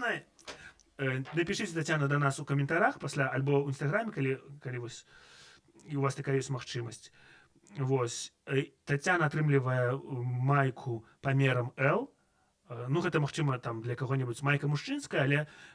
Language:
Belarusian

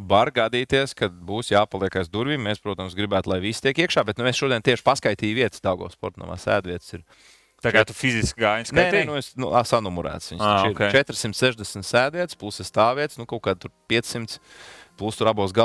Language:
Latvian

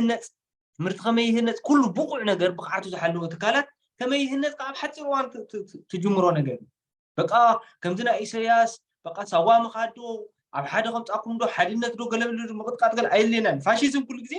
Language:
Tigrinya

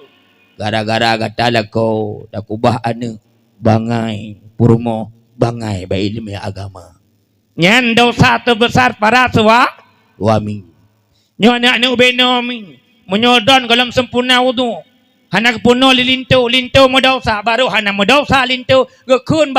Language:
Achinese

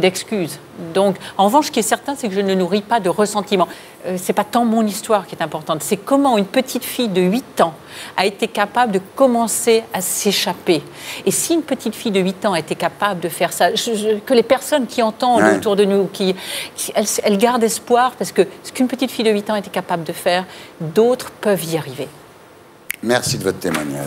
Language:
French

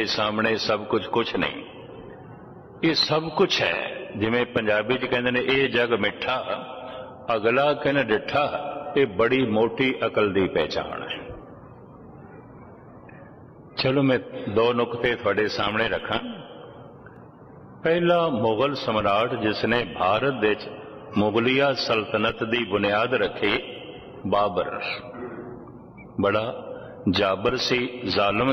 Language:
Punjabi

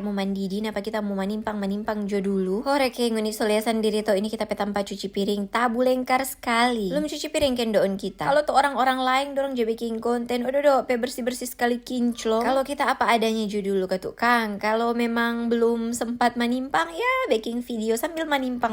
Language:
Manado Malay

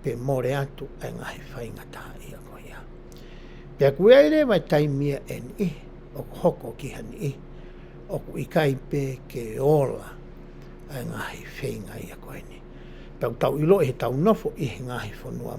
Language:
Tongan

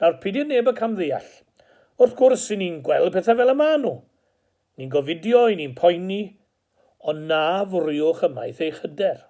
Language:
Welsh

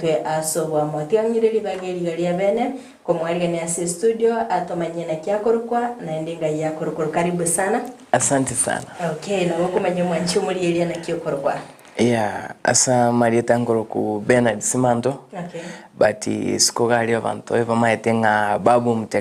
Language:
Gusii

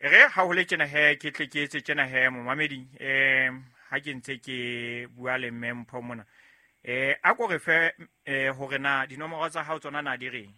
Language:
Southern Sotho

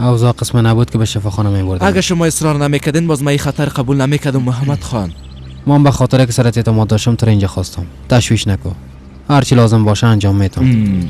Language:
Persian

